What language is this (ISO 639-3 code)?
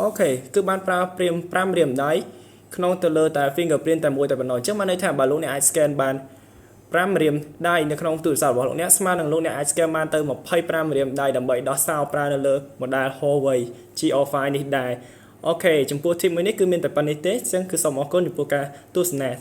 khm